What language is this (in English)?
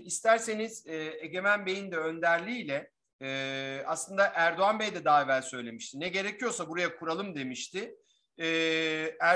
Turkish